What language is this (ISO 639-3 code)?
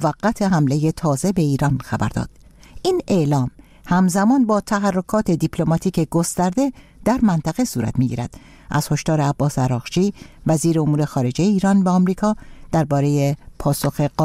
fas